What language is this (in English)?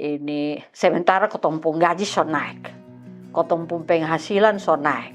Kupang Malay